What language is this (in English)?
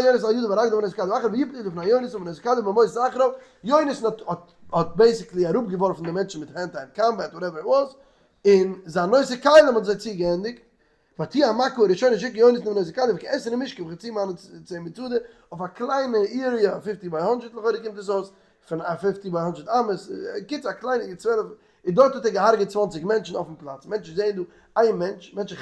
Yiddish